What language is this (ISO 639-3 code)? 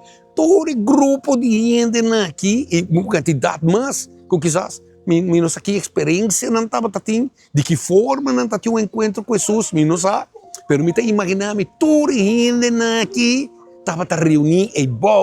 pap